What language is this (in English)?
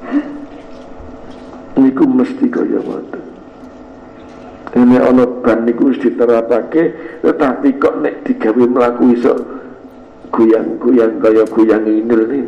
Javanese